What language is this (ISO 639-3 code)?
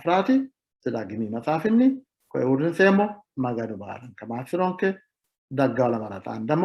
sid